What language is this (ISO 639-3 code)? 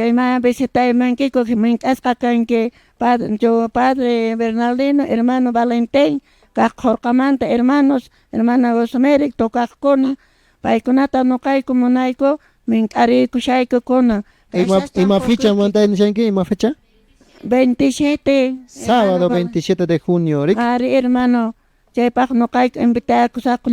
que